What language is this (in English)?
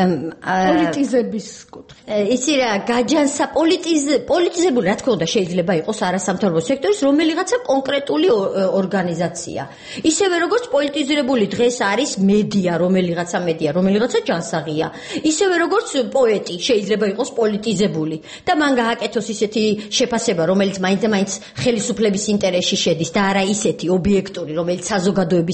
Georgian